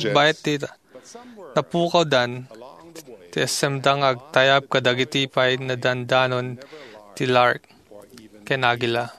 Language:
Iloko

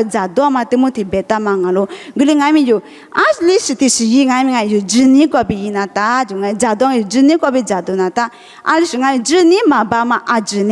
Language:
Lisu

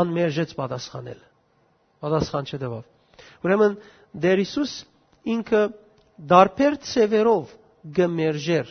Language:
Western Armenian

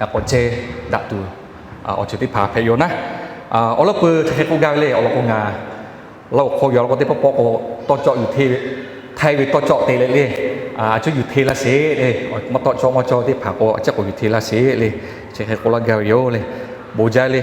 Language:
Lahu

